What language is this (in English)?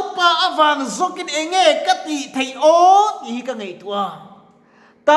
Mizo